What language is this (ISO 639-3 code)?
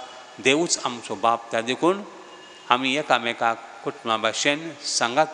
kok